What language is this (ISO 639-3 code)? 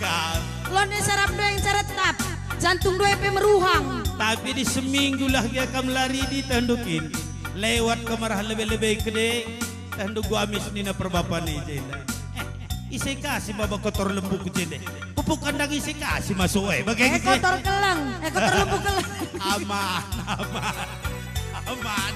btx